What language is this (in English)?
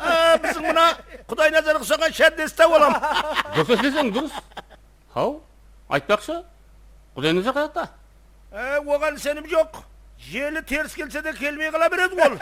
Kara-Kalpak